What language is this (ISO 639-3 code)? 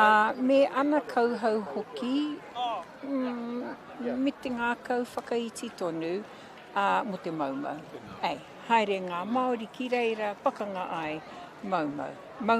mri